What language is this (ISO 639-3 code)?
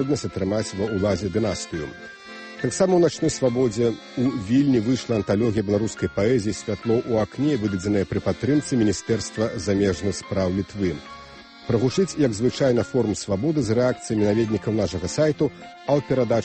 bel